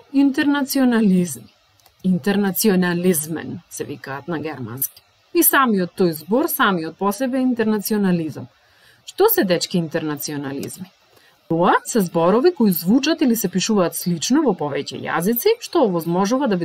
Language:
Macedonian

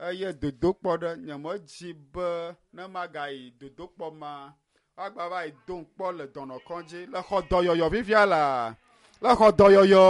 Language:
Ewe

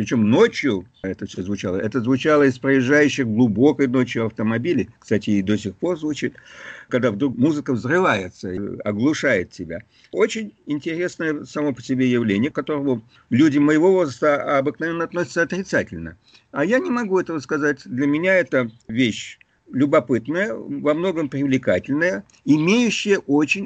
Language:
Russian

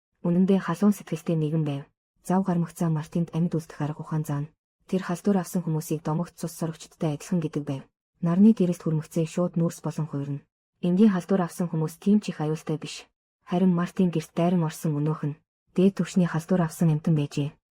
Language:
Mongolian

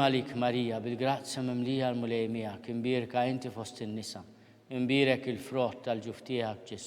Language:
Maltese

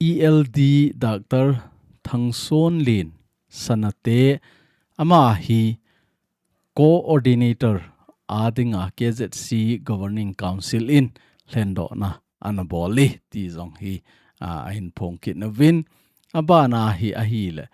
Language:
Thado Chin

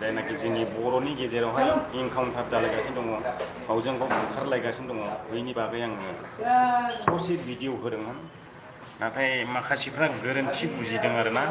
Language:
Bodo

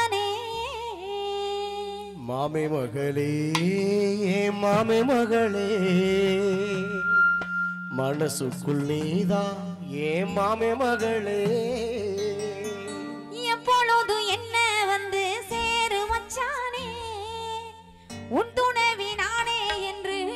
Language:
Tamil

